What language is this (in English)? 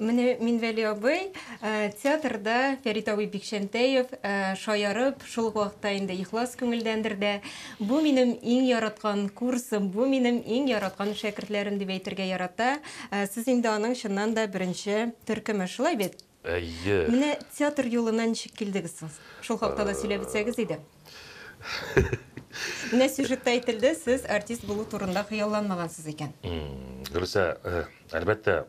Tatar